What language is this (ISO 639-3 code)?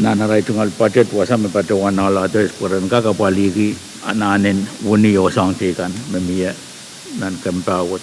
pon